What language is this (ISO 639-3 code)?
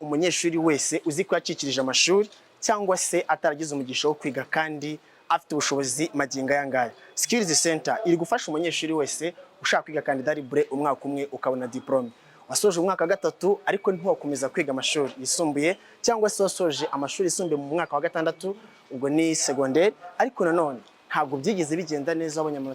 kin